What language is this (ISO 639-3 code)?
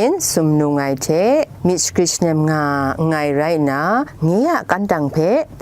kac